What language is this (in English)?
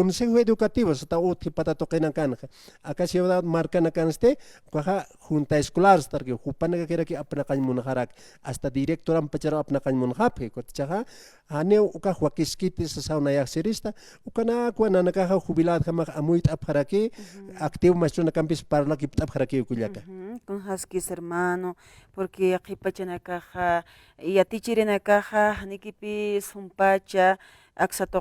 Aymara